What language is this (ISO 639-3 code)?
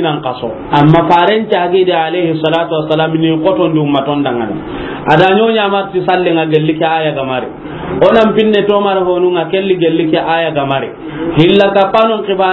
snk